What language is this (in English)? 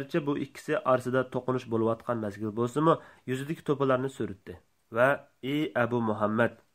Uyghur